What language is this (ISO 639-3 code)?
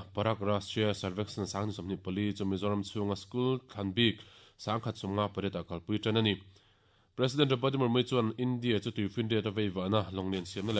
lus